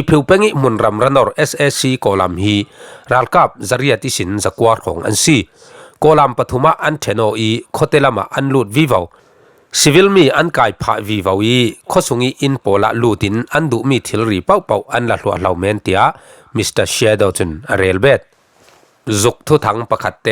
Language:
Falam Chin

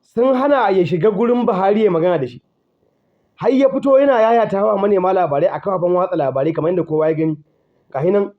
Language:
Hausa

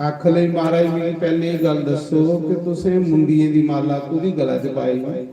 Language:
Dogri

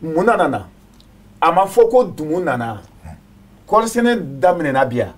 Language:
Bambara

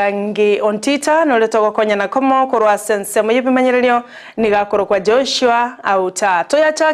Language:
Gusii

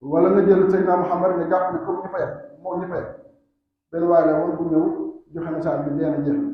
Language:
Wolof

